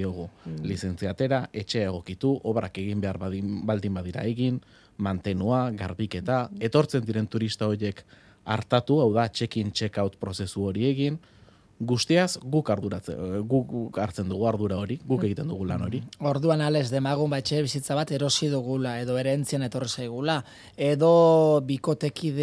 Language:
Basque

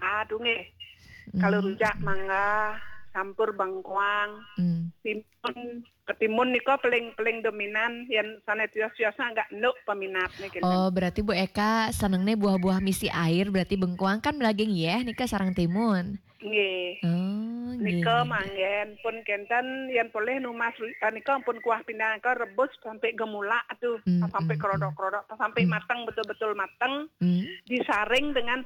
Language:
Balinese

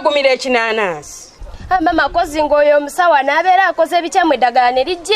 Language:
Ganda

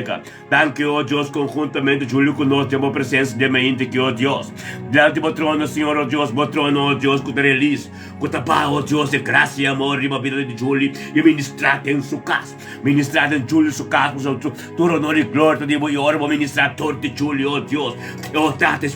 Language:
Papiamento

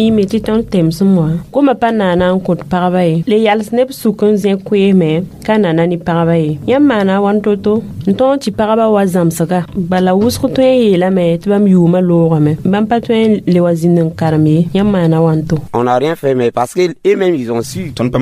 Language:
Mossi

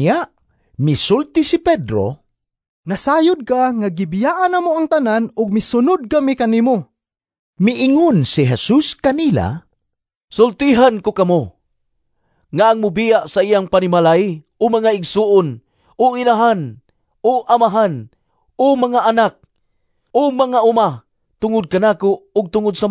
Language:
Cebuano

